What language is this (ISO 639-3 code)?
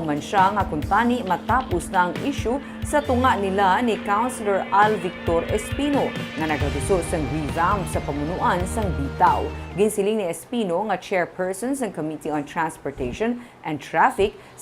hil